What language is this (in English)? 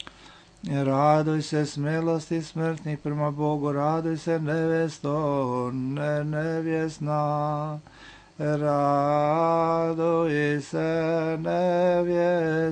Serbian